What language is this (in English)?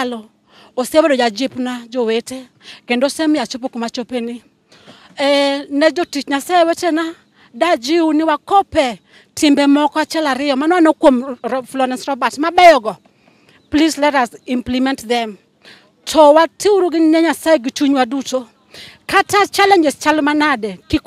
Luo (Kenya and Tanzania)